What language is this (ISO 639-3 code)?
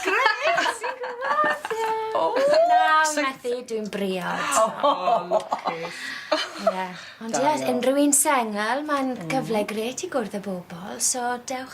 cym